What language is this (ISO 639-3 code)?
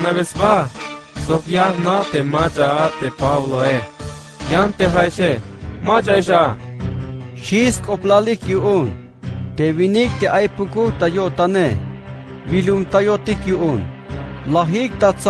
tzh